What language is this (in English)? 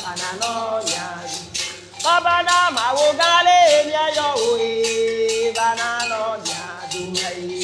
Ewe